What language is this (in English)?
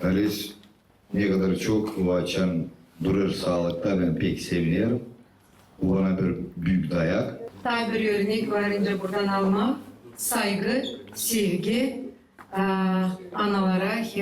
Gagauz